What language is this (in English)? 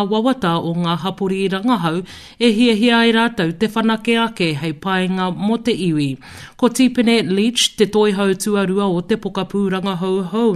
Māori